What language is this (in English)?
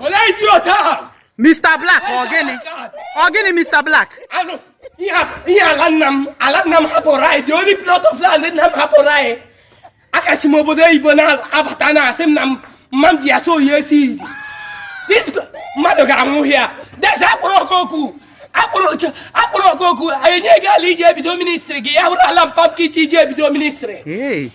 Igbo